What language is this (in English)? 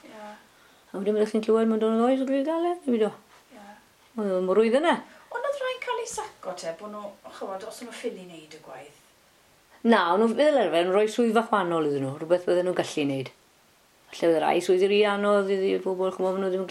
Welsh